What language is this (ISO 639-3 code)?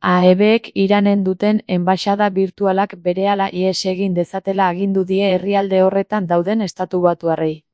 eus